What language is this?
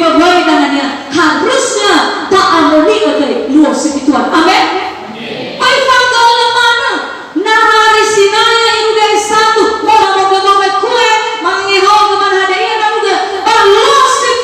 Nias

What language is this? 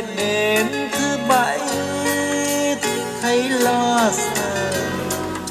Vietnamese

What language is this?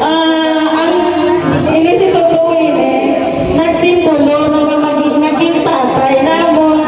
Hiligaynon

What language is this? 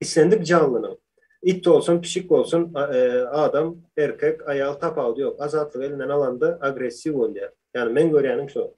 Turkmen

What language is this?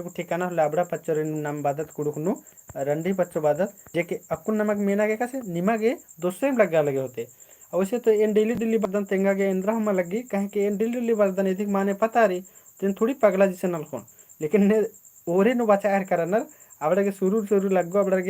Kurukh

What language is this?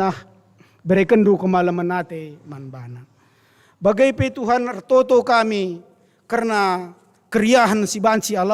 Batak Karo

